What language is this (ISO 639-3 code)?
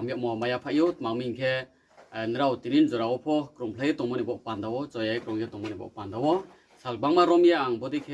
ria